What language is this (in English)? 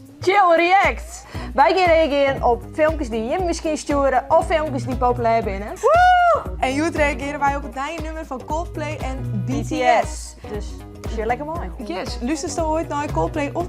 Western Frisian